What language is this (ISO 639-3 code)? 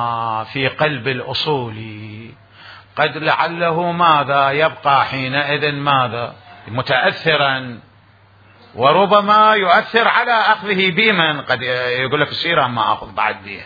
acm